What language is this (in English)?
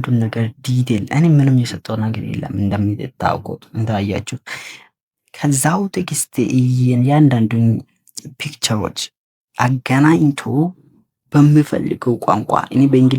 Amharic